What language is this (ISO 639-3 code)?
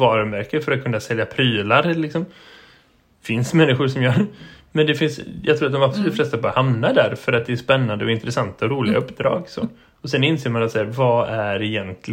swe